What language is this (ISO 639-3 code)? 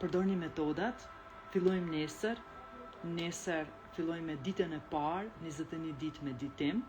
sqi